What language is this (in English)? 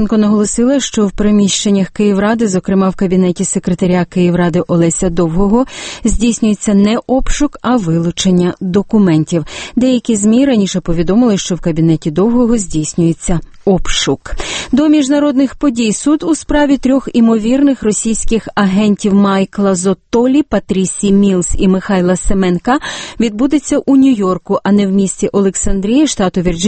Ukrainian